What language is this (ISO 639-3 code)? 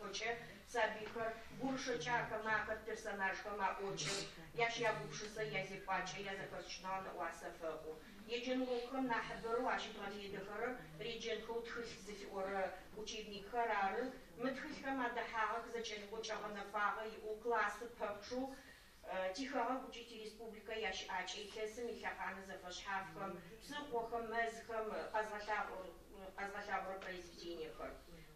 ady